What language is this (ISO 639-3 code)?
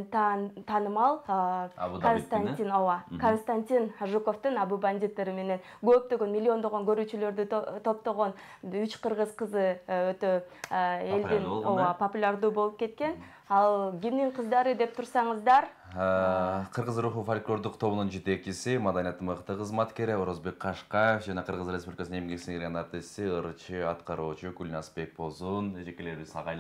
kir